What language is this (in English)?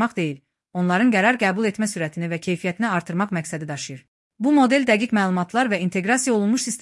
Azerbaijani